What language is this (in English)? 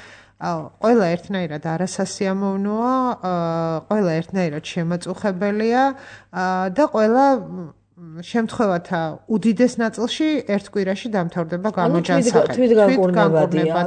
Georgian